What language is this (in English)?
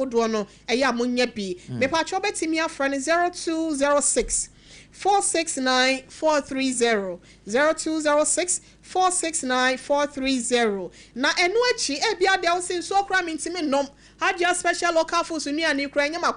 Akan